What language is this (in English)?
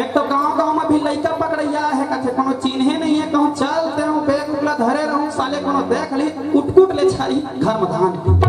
Chhattisgarhi